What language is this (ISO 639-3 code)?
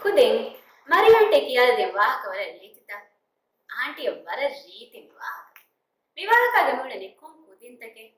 div